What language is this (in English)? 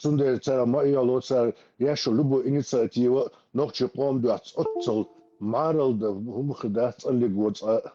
Chechen